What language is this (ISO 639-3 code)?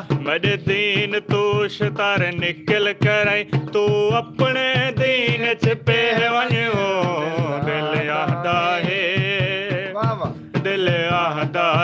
skr